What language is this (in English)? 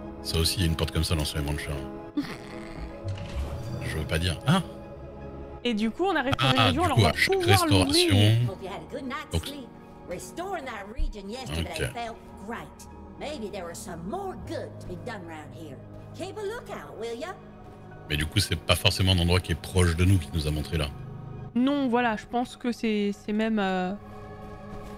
French